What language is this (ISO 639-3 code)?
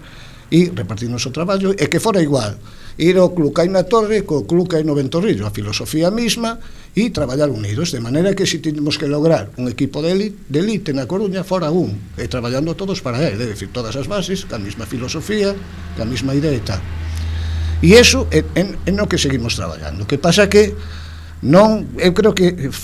glg